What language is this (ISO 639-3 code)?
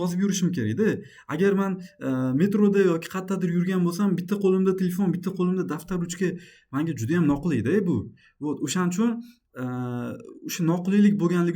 uzb